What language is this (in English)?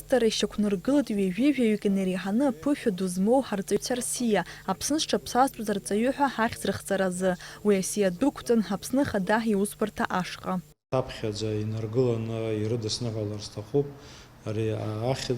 Abkhazian